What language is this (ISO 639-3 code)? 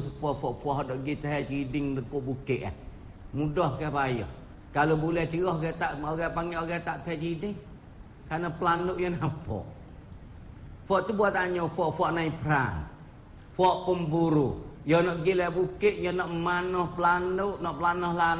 msa